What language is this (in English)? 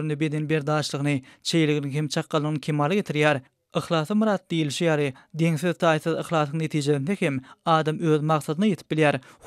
Turkmen